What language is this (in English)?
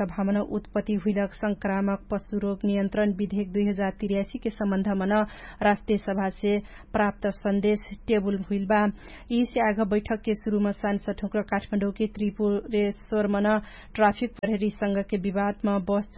Dangaura Tharu